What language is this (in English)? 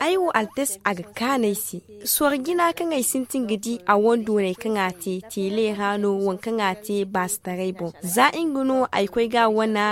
Zarma